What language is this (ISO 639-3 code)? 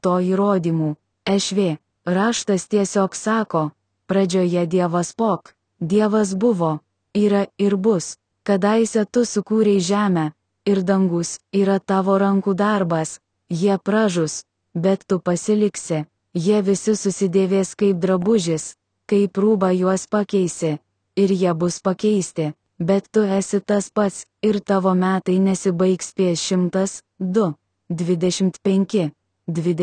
lit